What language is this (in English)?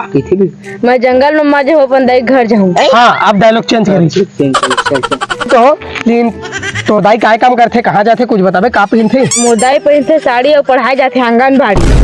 Chhattisgarhi